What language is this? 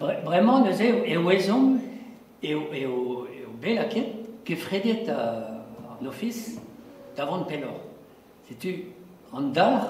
Breton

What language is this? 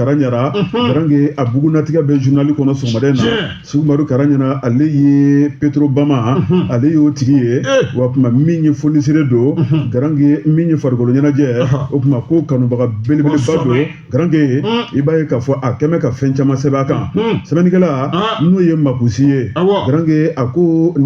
Bambara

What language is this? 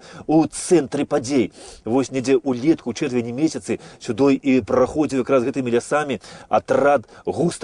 Belarusian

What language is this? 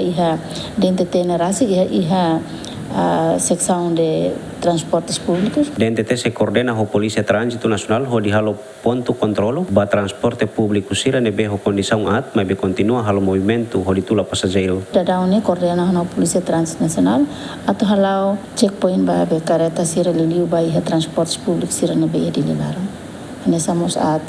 Tetum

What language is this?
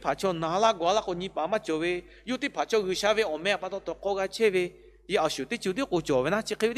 Lahu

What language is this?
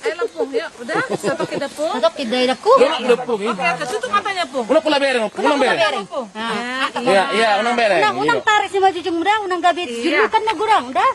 Batak Toba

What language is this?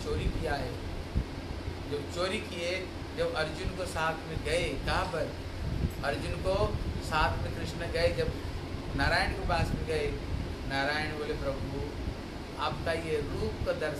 Hindi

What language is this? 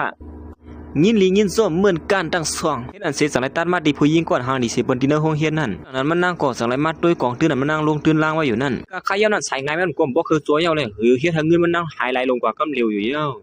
Shan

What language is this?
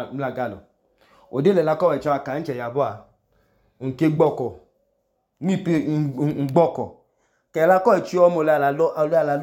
Idoma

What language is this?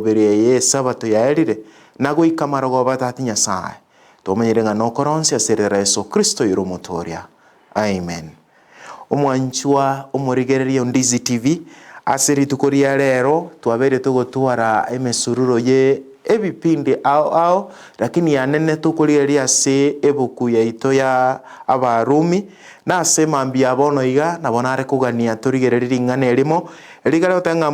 Gusii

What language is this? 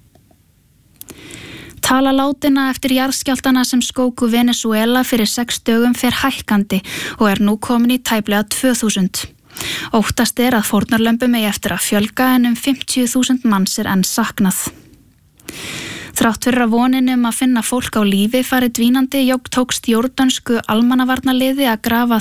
Icelandic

